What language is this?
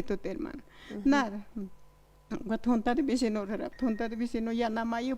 Aymara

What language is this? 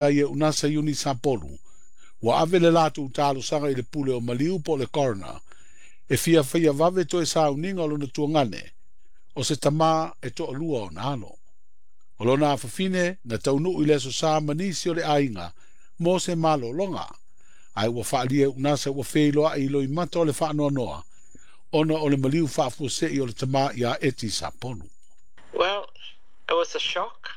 Samoan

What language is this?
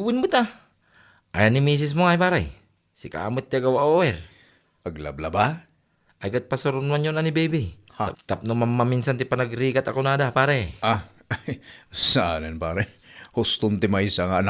Iloko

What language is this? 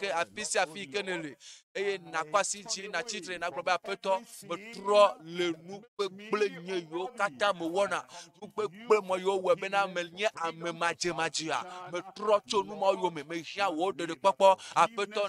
Ewe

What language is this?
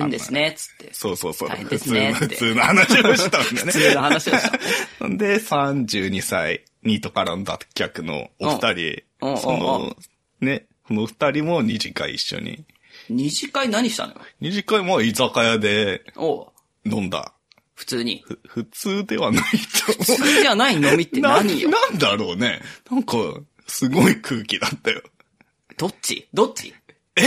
Japanese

